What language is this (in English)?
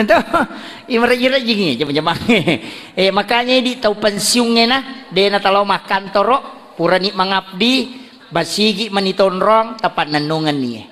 Buginese